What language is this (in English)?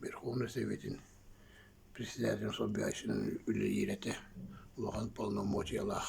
Yakut